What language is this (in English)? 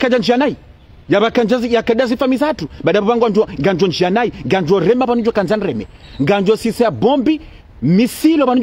Ngazidja Comorian